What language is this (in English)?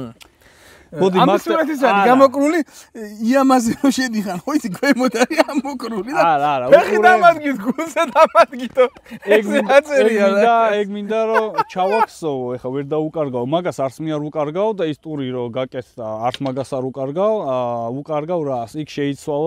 Georgian